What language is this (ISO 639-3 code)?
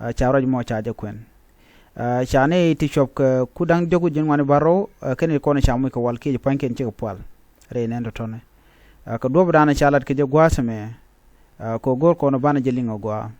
nus